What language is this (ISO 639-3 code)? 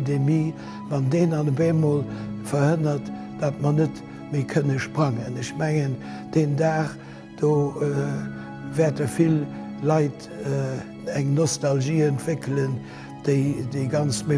ltz